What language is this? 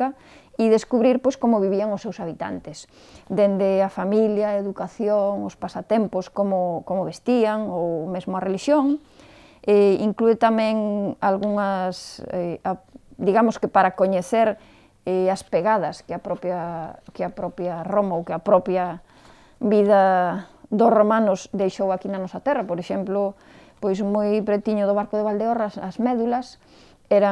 Galician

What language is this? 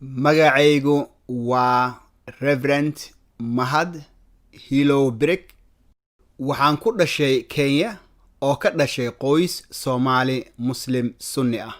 Somali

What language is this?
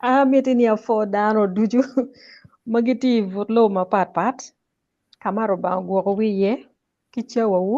Acoli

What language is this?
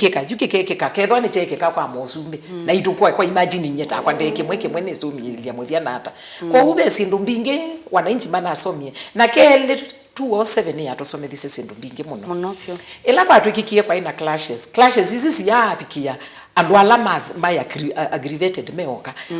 Kamba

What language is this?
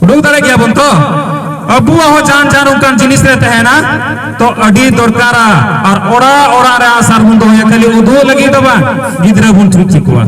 Santali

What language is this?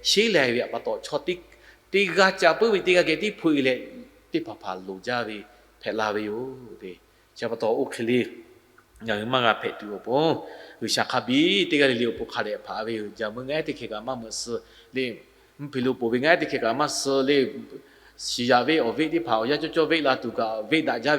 Lahu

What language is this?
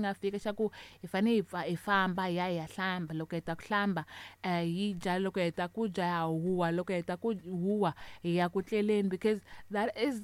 Tsonga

